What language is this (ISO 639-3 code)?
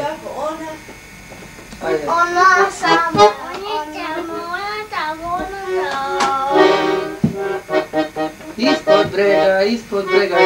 srp